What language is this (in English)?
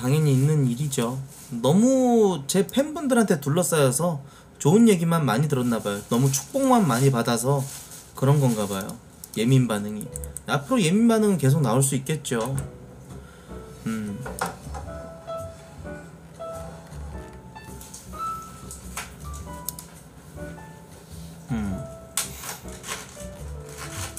Korean